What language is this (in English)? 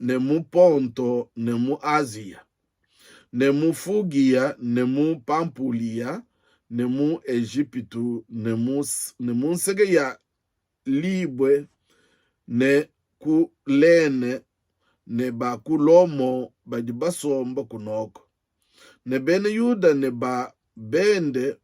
Luba-Lulua